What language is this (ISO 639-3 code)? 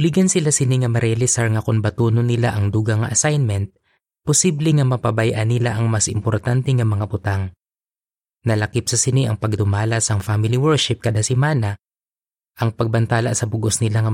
hil